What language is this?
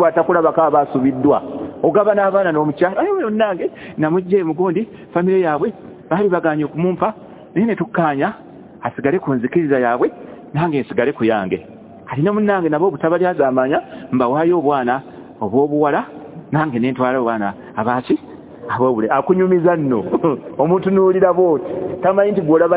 Ganda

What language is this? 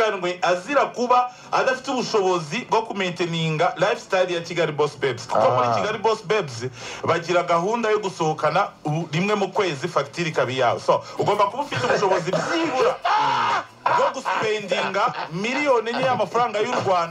Kinyarwanda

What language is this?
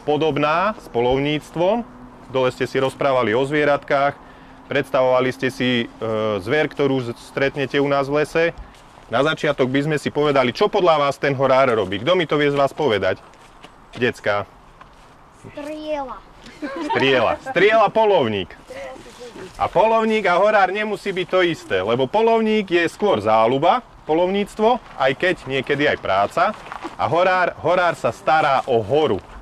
Slovak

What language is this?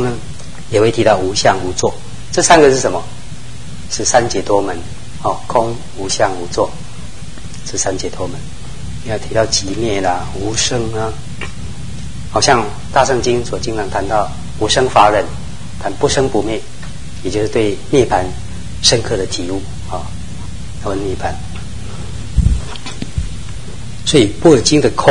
Chinese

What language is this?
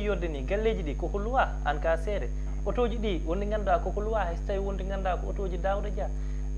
Fula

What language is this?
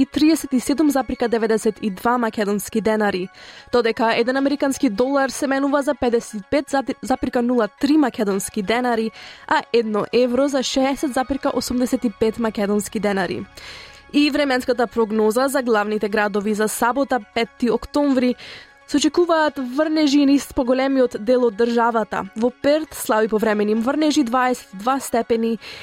Macedonian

